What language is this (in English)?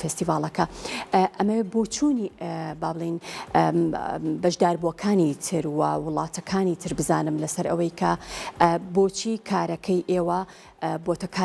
Central Kurdish